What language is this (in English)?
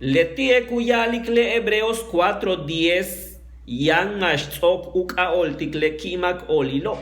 Yucateco